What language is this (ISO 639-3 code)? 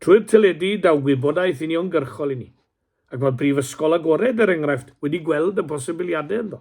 cym